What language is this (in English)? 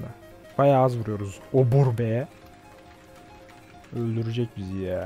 Turkish